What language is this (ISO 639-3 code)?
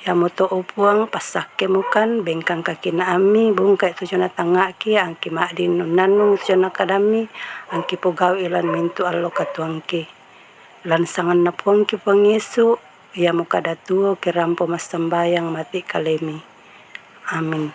sda